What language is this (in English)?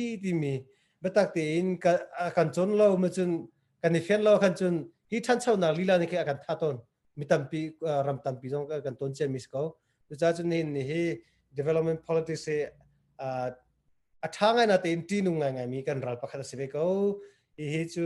Hakha Chin